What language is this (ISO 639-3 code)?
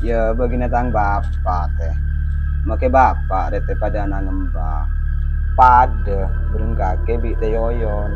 mad